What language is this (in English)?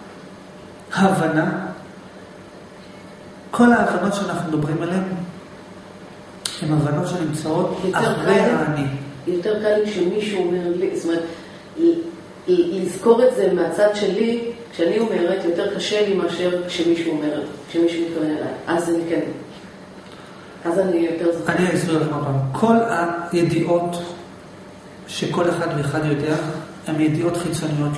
Hebrew